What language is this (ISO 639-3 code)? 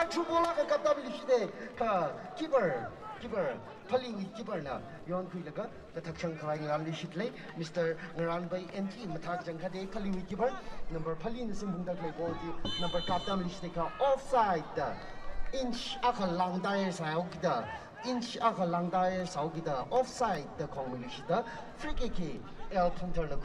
nmf